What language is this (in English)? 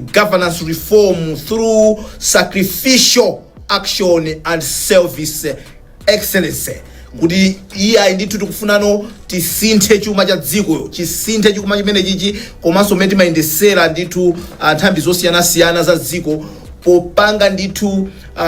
Nyanja